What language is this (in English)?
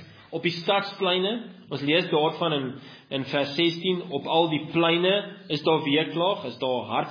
Afrikaans